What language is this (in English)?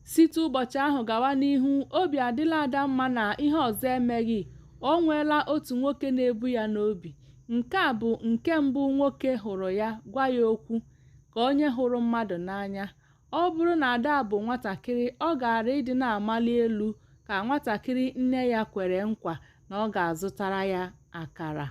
Igbo